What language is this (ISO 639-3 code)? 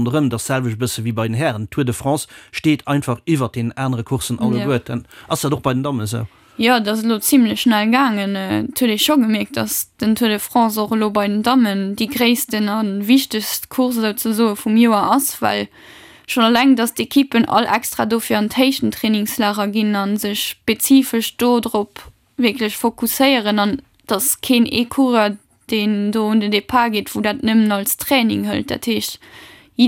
ltz